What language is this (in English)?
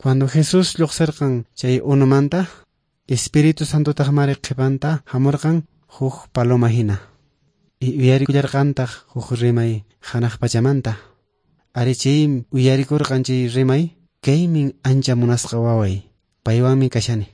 Quechua